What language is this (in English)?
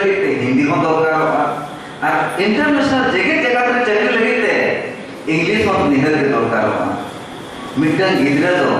Santali